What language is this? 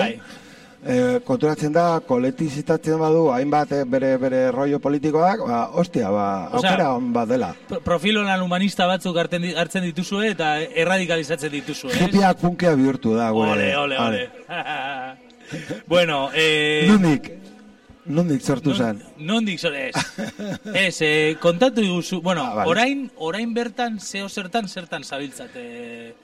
Basque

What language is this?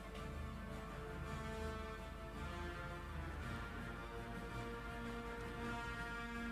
Czech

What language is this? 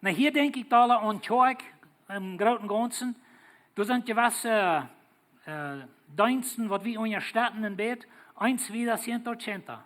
Plautdietsch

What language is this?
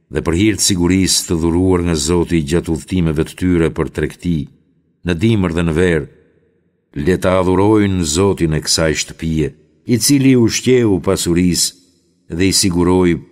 Albanian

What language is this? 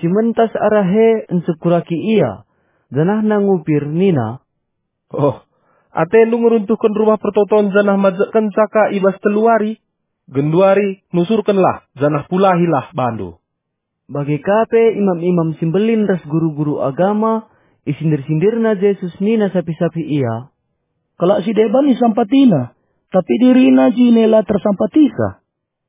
Batak Karo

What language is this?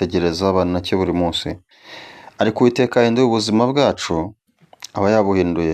Kinyarwanda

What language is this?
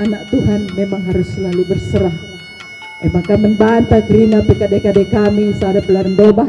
Batak Karo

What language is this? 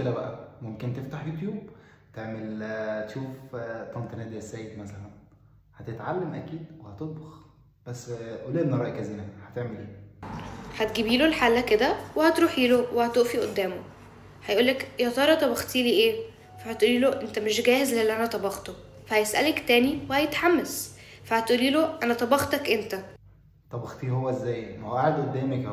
Egyptian Arabic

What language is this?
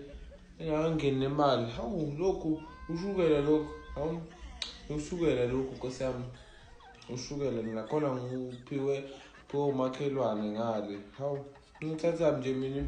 Zulu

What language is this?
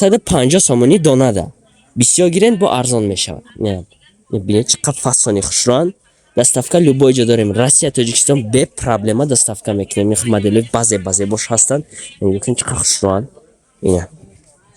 Tajik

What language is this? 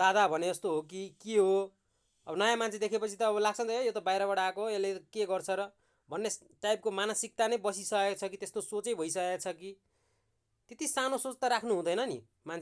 Nepali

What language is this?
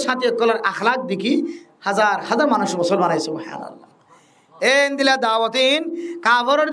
Rohingya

